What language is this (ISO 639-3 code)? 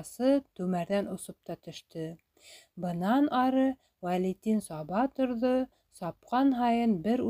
bak